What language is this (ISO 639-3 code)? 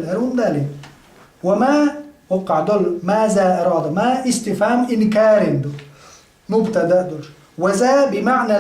che